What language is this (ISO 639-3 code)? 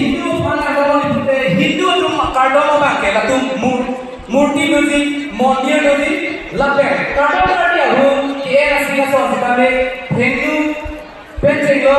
mjw